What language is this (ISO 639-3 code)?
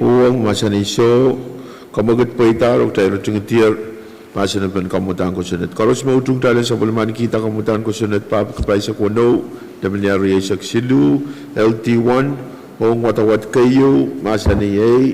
pon